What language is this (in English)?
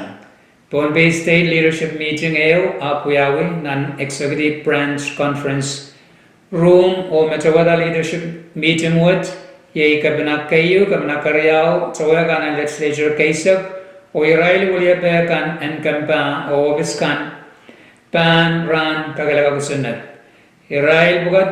Pohnpeian